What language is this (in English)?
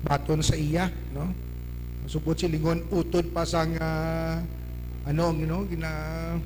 Hiligaynon